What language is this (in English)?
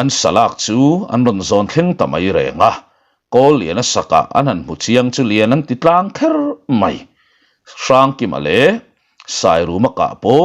Mizo